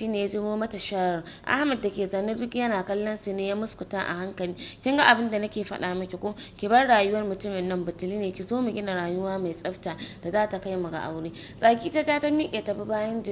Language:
Hausa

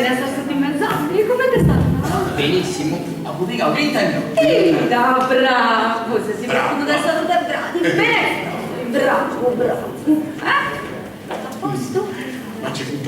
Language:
Sardinian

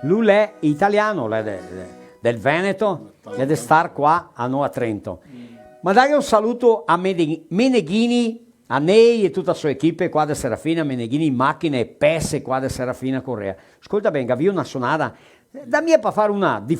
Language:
Venetian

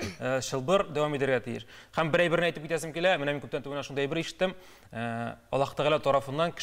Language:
Tatar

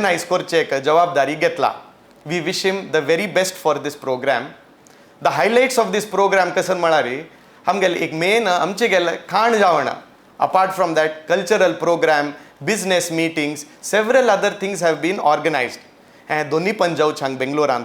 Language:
Konkani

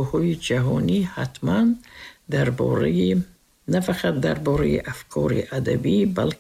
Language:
Tajik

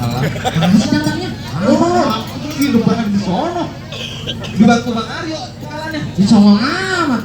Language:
Betawi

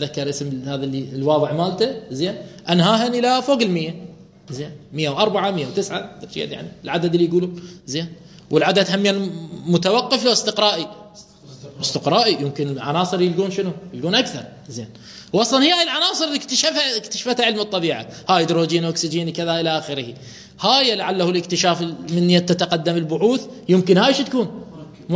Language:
Mesopotamian Arabic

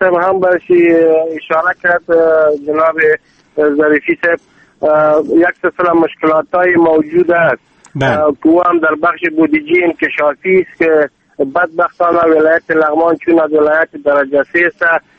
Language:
Persian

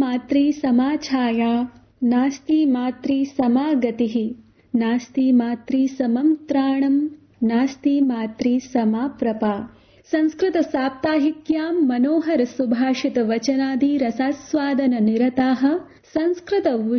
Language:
Sanskrit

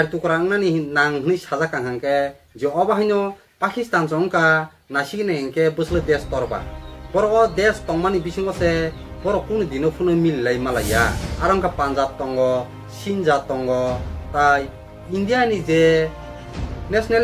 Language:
Kok Borok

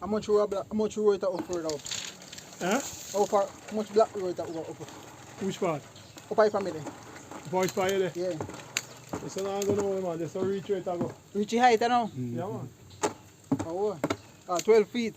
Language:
Jamaican Creole English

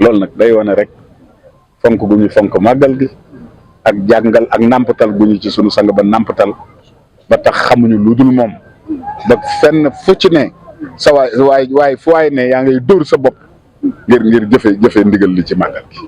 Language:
Wolof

